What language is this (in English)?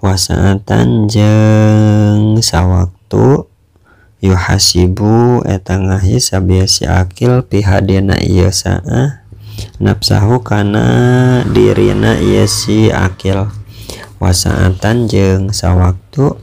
Sundanese